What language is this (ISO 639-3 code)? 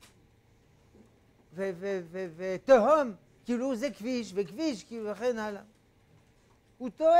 heb